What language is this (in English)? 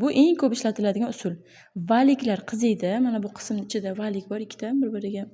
Uzbek